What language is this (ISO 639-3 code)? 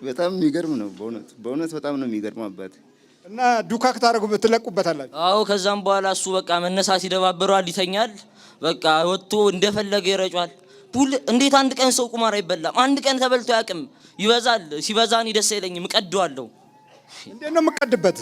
amh